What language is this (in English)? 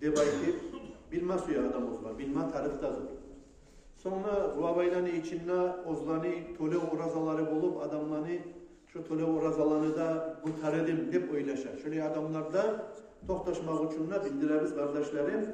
Kumyk